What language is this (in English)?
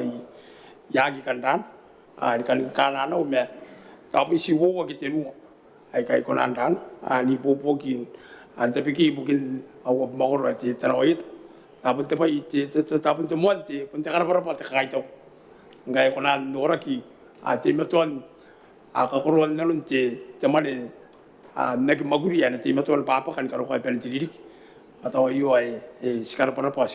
Gilbertese